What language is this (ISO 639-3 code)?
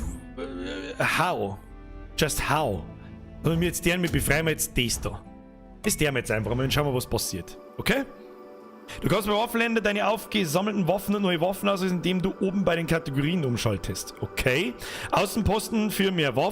bar